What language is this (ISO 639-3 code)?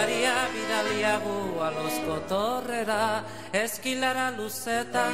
eus